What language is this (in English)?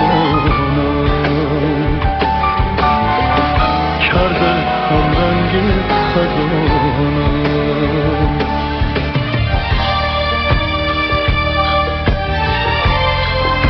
Persian